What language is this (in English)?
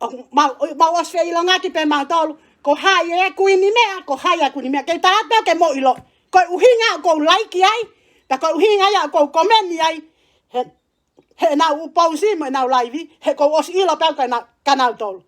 Tongan